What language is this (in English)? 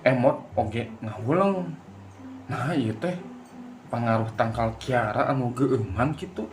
Sundanese